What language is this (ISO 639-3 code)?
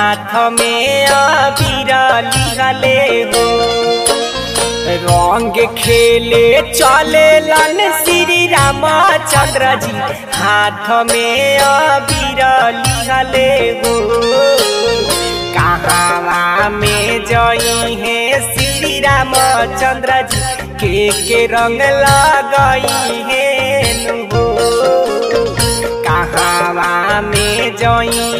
bho